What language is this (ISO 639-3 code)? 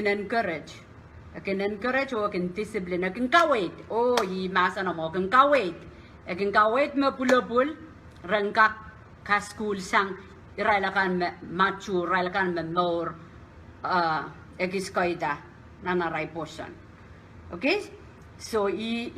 pon